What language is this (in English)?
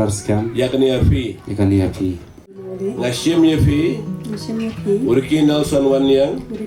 Khasi